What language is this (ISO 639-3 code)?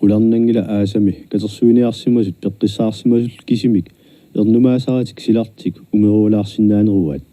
kal